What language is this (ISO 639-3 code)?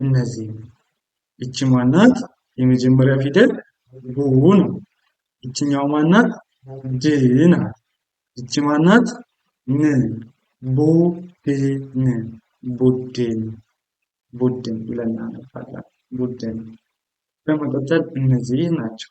amh